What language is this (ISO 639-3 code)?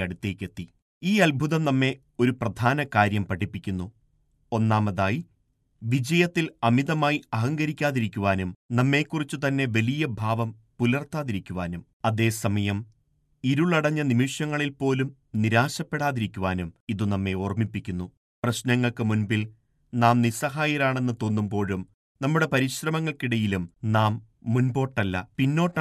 mal